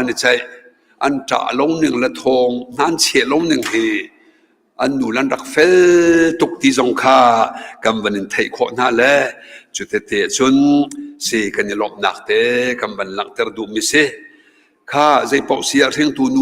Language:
Hakha Chin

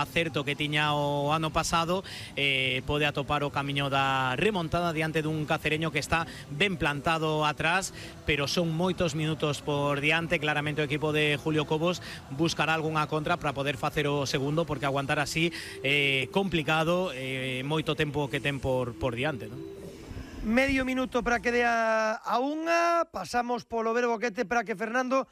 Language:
Galician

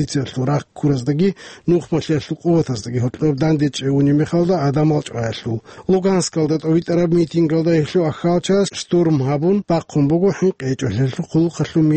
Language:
Avaric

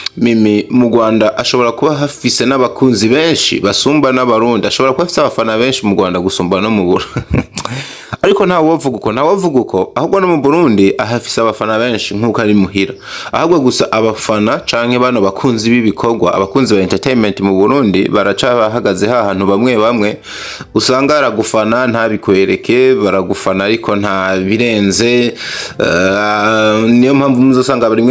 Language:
Rundi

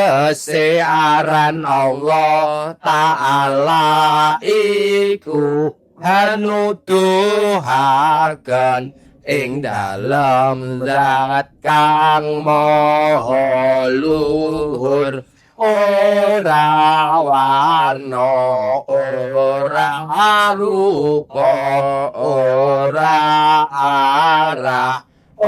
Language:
Javanese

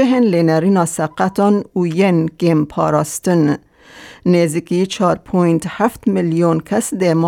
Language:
Kurdish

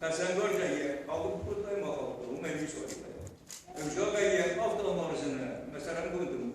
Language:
Ossetic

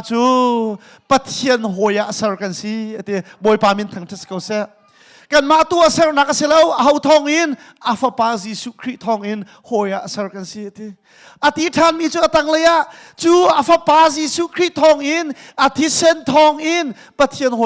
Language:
Hakha Chin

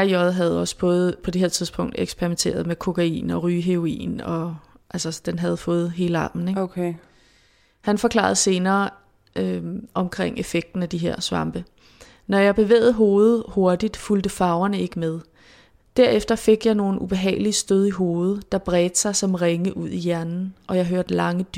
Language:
Danish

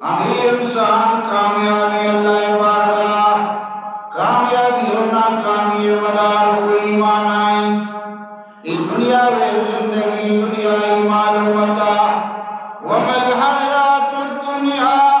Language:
Eastern Balochi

